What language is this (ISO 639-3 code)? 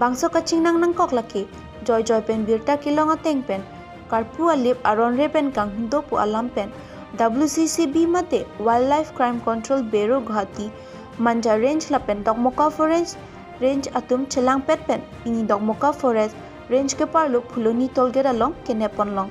mjw